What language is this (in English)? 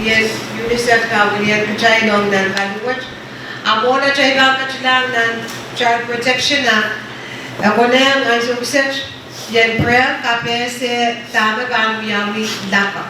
Pohnpeian